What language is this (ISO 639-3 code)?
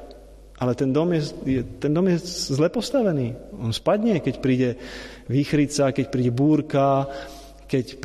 slk